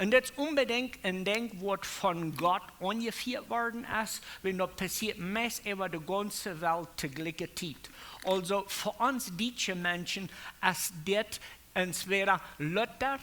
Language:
Plautdietsch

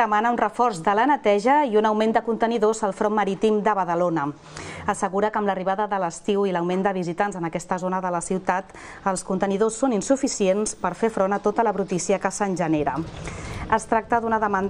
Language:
Catalan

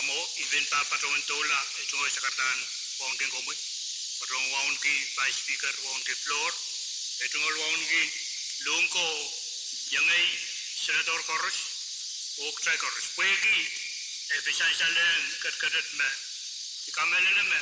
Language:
Pohnpeian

